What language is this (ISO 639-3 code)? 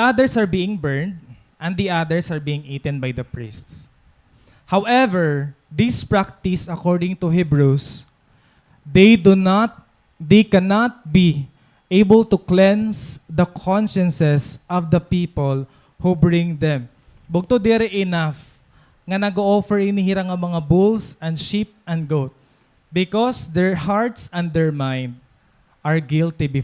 war